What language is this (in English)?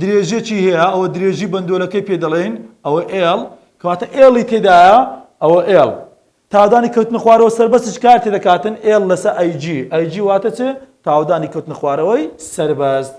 Central Kurdish